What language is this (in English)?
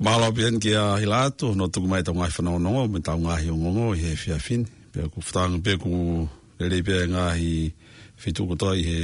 Tongan